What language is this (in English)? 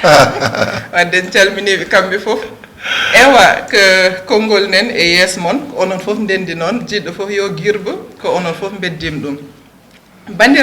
Fula